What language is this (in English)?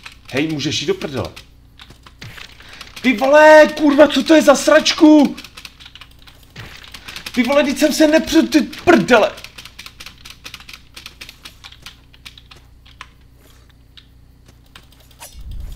Czech